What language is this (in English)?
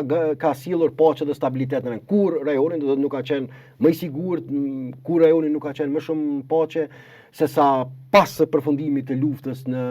Albanian